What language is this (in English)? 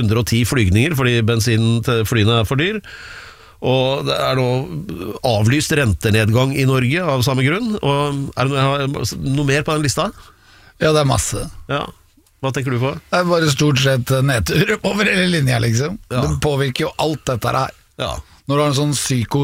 Norwegian